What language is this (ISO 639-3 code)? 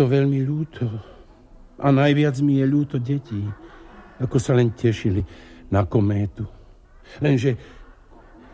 slk